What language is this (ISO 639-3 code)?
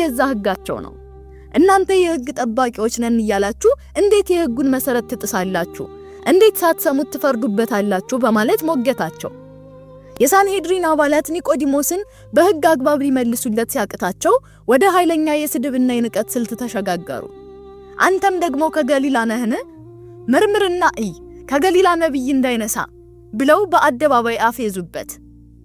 amh